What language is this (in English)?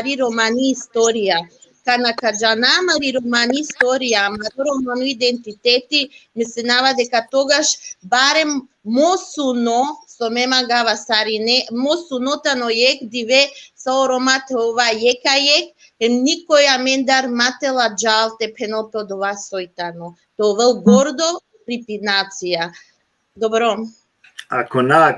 Balkan Romani